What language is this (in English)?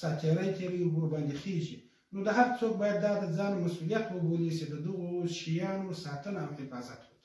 Pashto